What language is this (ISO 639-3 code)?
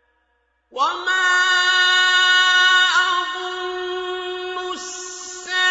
ara